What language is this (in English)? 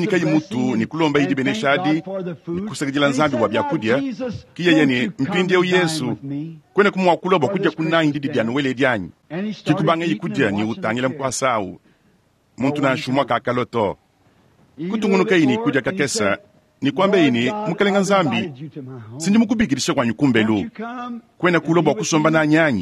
Luba-Lulua